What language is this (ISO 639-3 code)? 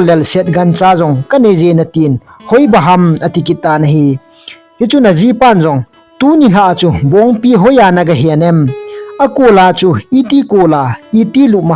tcz